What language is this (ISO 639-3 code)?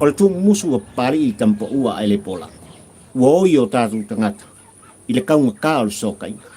smo